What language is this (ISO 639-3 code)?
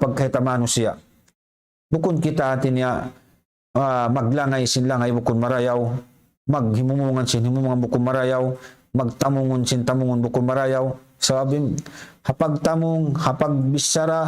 tsg